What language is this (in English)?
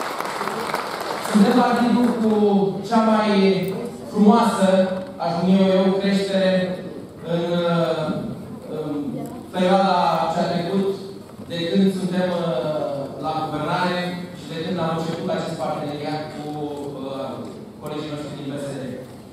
Romanian